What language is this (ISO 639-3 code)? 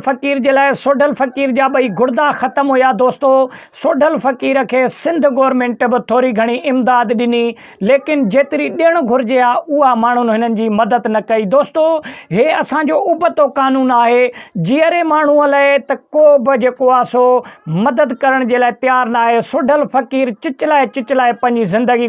snd